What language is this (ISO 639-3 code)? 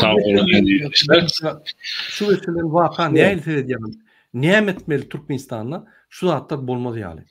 tuk